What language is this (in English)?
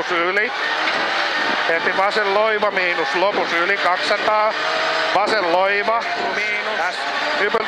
Finnish